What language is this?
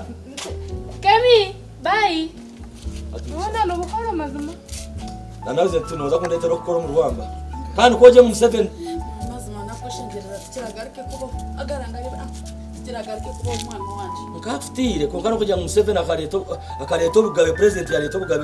Nyankole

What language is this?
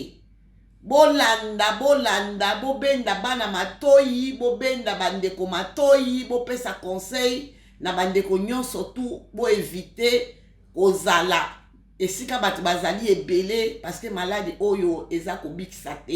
Lingala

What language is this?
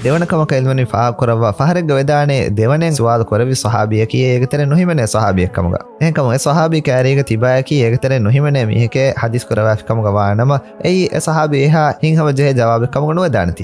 Divehi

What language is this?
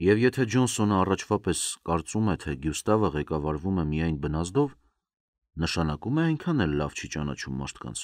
Armenian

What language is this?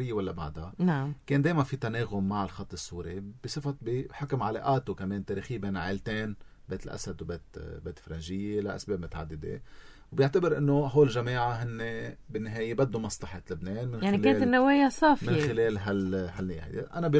North Levantine Arabic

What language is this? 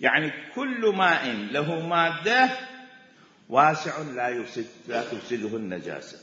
Mesopotamian Arabic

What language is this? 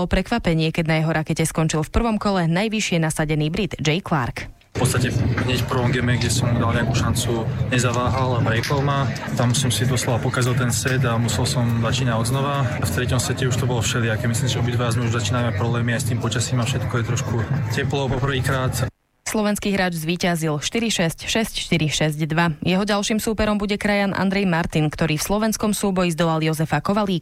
Slovak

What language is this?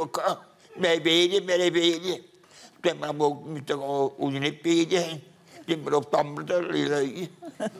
Swiss German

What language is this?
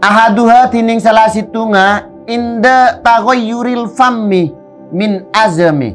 Madurese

